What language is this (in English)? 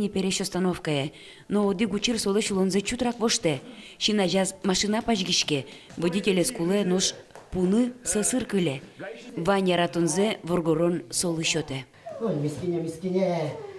Udmurt